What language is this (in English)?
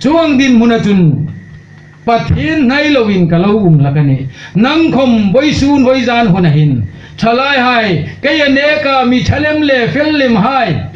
Hmar